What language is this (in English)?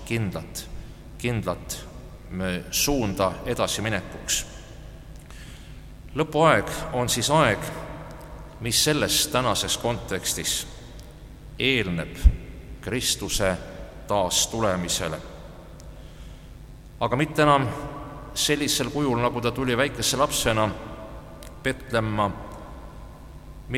Estonian